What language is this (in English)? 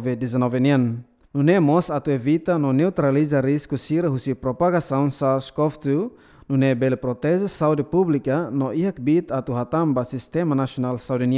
Tetum